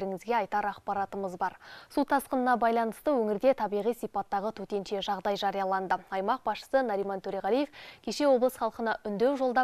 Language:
Kazakh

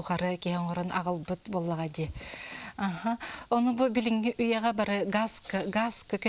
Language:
Yakut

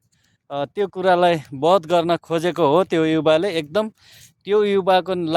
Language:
Nepali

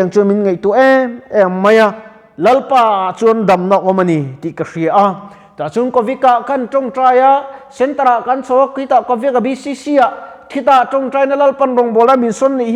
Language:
Mizo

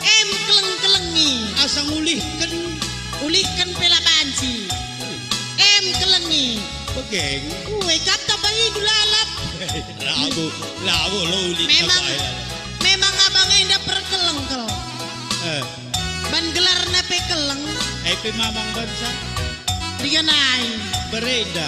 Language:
Batak Karo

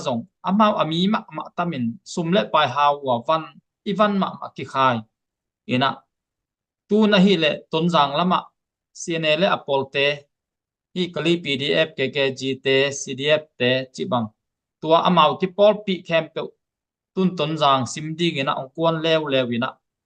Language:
Tedim Chin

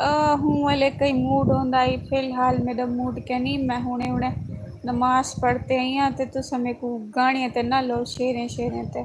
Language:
Saraiki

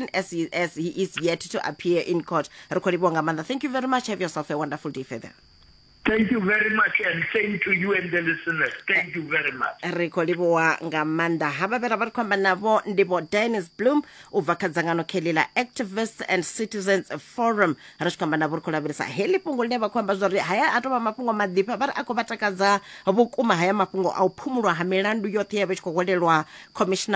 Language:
Venda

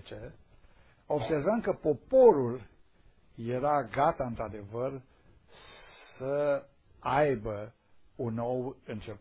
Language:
Romanian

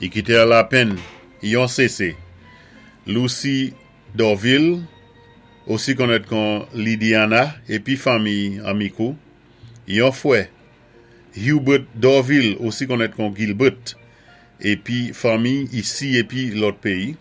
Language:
Saint Lucian Creole French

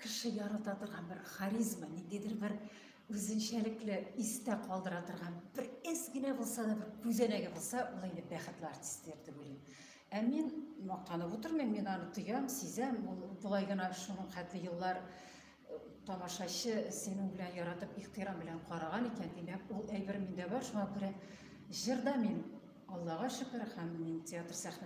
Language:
Tatar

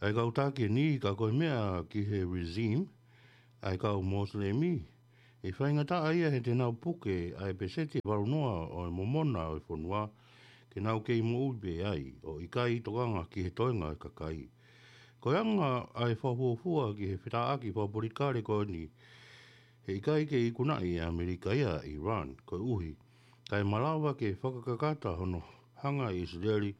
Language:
Tongan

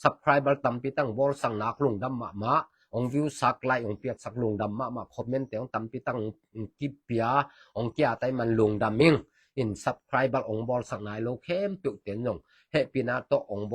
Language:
Tedim Chin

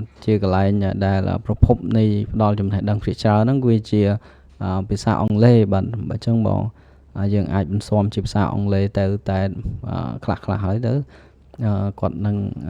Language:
Khmer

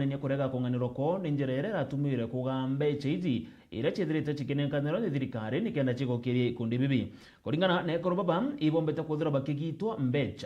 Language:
Meru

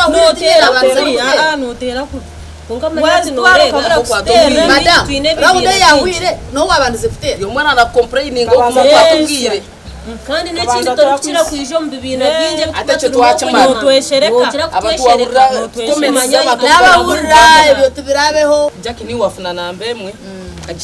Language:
Nyankole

